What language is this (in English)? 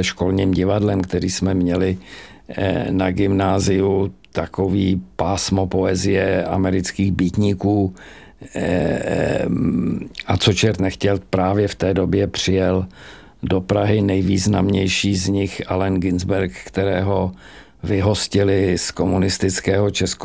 Czech